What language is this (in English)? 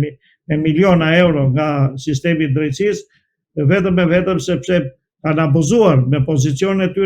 Albanian